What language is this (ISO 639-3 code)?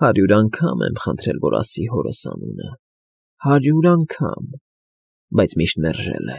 hye